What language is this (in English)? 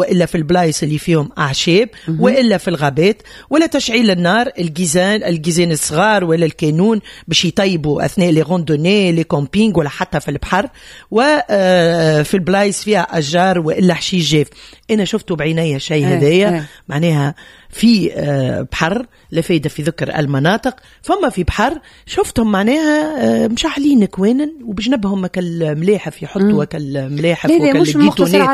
Tunisian Arabic